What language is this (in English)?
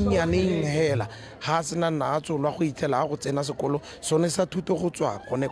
Tswana